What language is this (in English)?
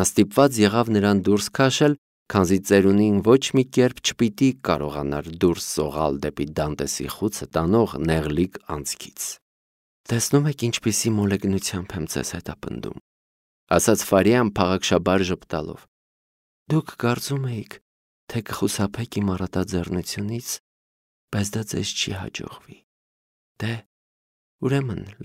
Armenian